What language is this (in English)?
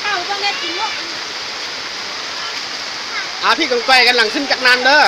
Lao